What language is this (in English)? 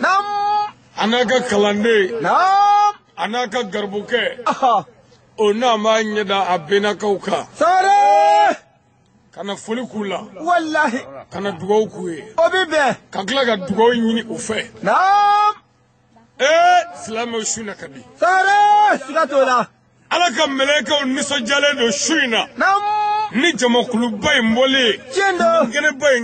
Bambara